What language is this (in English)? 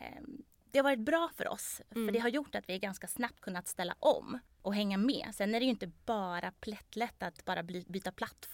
Swedish